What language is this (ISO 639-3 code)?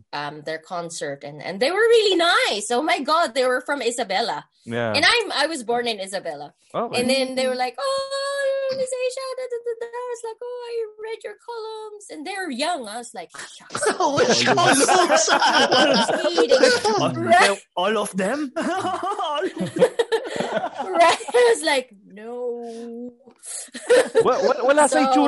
fil